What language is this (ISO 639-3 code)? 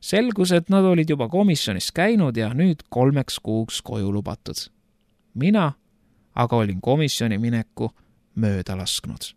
est